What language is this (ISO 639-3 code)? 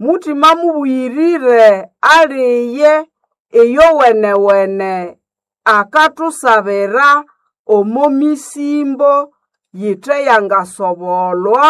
nnb